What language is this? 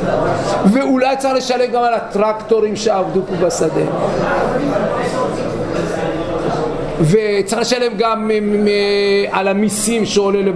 Hebrew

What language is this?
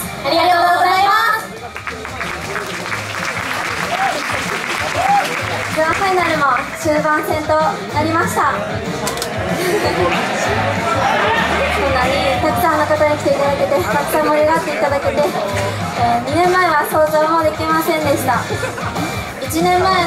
Japanese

